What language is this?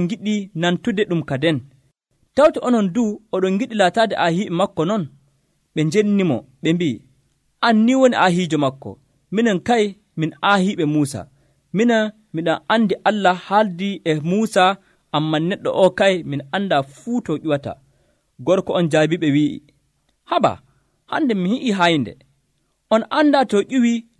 Nigerian Fulfulde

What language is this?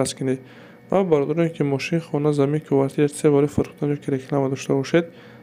Tajik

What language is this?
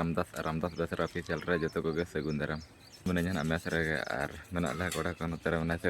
Santali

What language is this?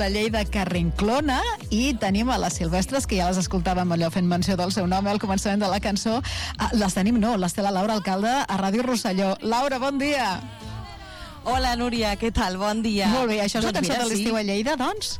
Catalan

